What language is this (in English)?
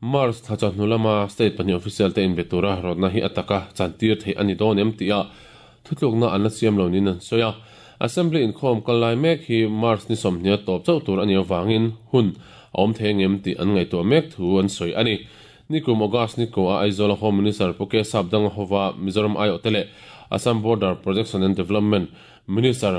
Mizo